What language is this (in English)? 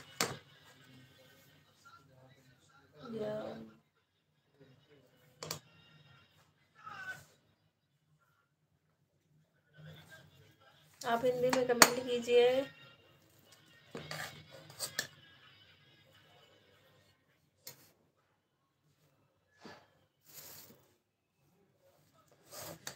Hindi